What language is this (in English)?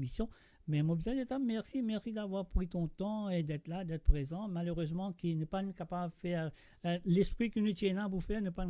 Morisyen